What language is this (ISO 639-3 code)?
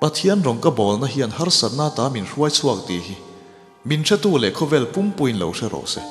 lus